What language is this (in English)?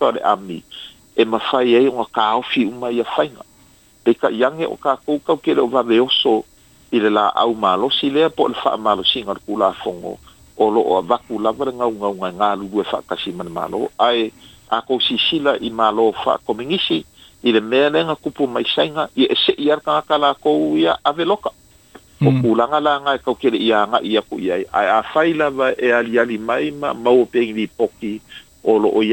Samoan